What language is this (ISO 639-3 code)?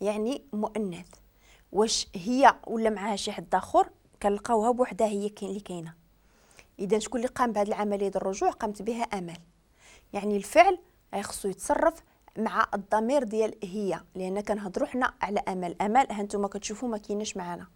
ary